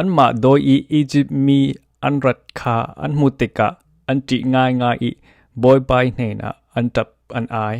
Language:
Falam Chin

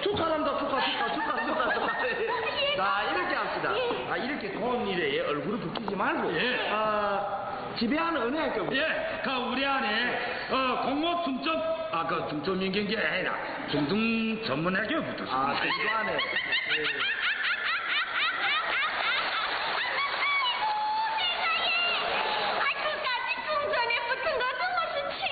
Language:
Korean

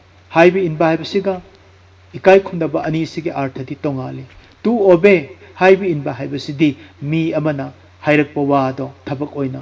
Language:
Manipuri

